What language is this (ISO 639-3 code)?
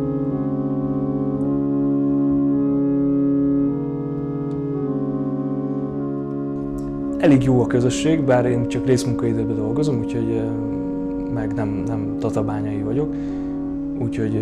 hun